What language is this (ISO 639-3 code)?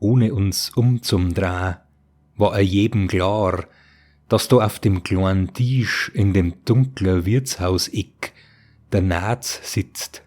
bar